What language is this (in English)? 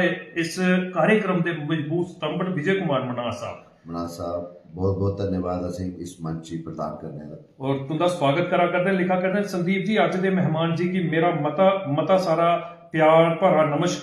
Dogri